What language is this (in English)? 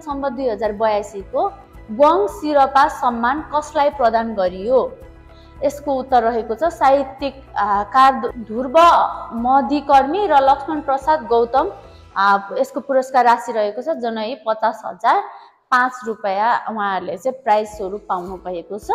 Nepali